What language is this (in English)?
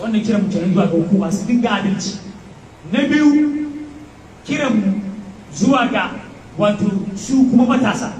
Hausa